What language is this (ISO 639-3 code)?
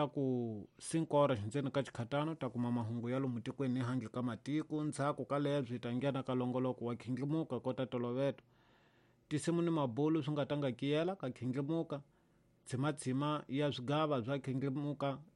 tso